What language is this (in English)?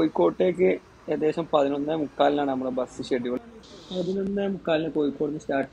Malayalam